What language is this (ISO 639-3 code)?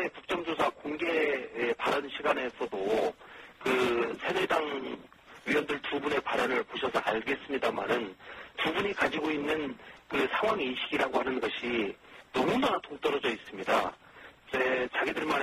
kor